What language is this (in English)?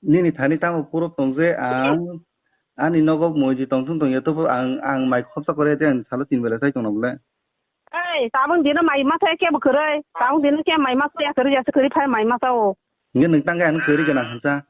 Kok Borok